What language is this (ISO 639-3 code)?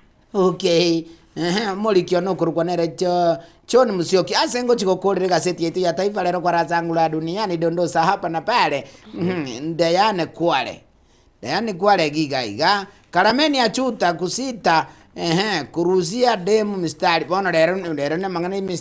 guz